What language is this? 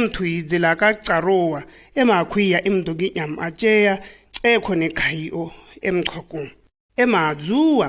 Shua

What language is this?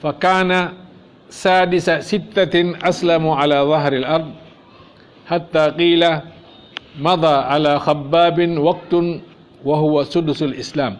Fula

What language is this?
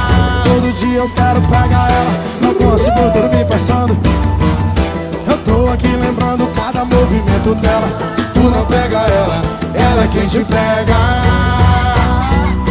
Portuguese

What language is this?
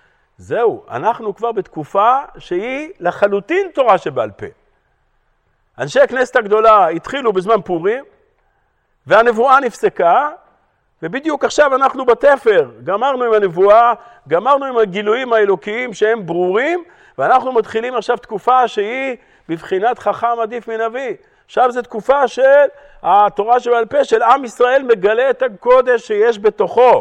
Hebrew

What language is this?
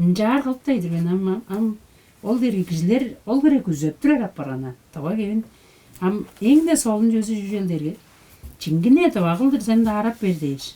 Tuvinian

